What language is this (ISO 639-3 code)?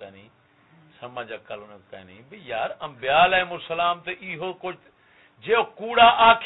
skr